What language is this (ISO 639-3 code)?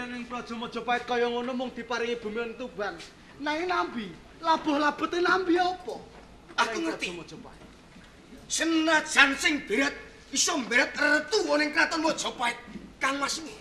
jav